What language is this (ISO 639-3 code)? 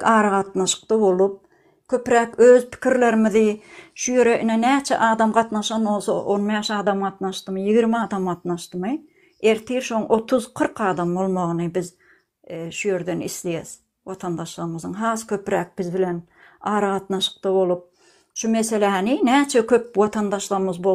tuk